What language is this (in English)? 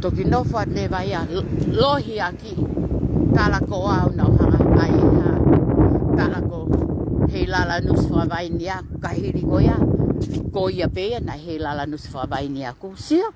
Tongan